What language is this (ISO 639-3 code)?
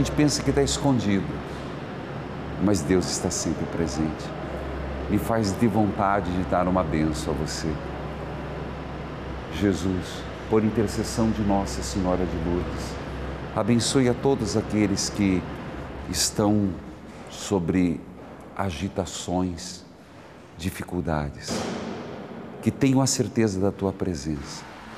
por